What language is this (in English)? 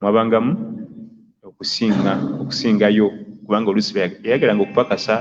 Ganda